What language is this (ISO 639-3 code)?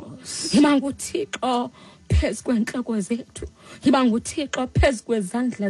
xho